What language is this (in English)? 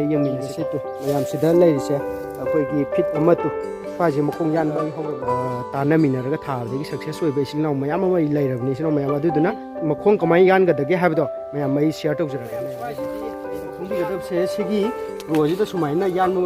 Manipuri